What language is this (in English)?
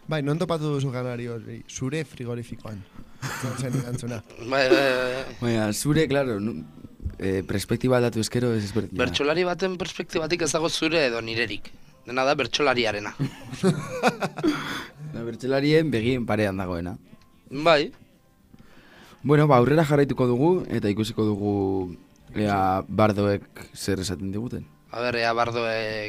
Basque